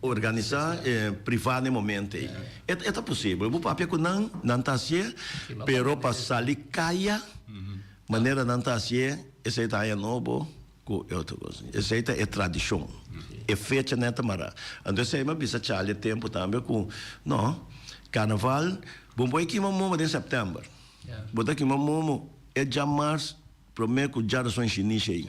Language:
Papiamento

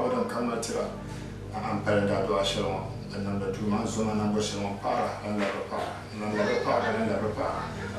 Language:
Dagbani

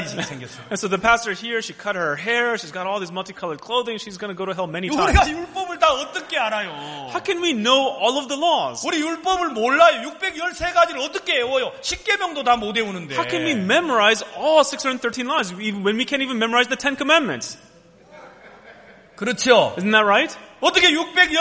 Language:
Korean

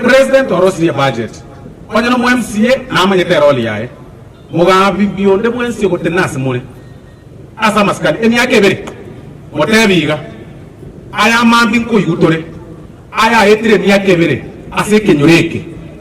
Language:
Gusii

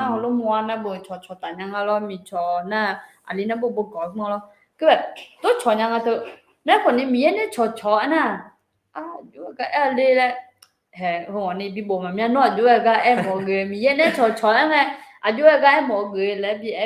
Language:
Akha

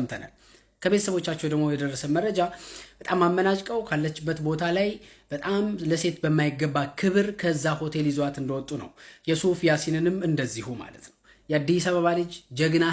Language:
Amharic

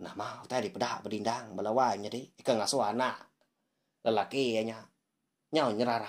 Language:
Iban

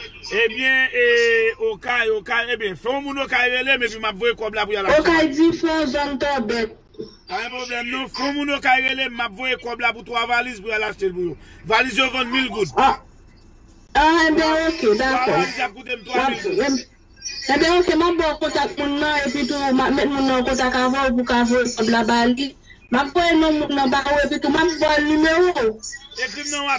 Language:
Haitian Creole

